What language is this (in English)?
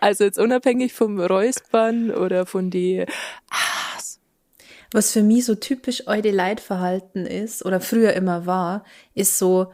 Bavarian